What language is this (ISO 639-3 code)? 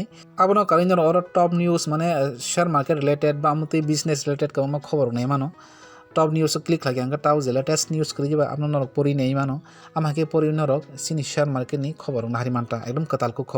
trp